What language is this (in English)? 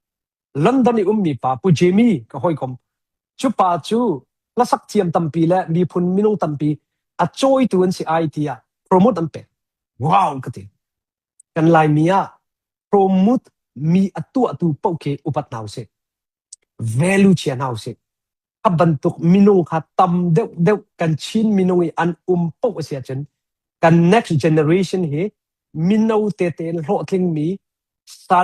Hakha Chin